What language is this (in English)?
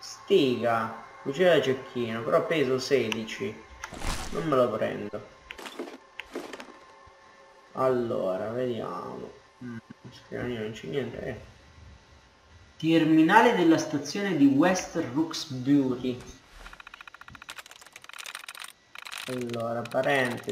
Italian